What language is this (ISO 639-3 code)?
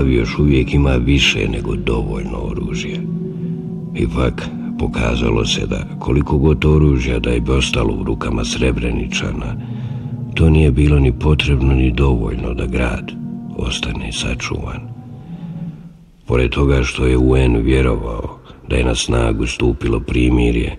bos